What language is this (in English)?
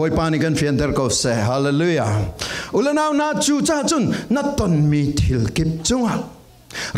Falam Chin